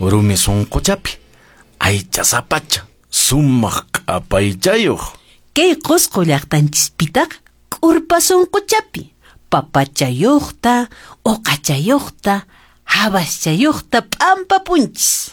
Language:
Quechua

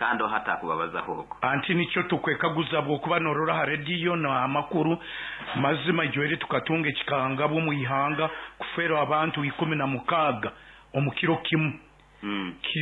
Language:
Nyoro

